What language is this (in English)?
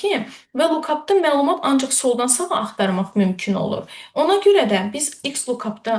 Azerbaijani